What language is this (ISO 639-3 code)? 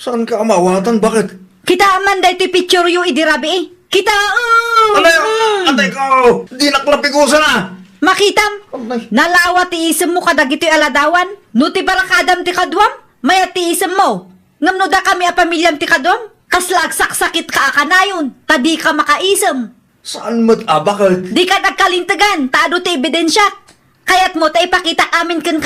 ilo